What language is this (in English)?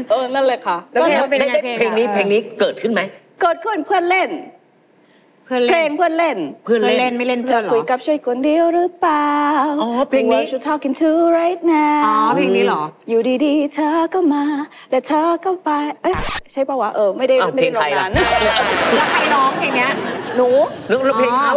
Thai